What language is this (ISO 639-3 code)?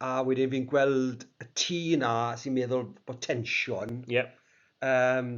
cym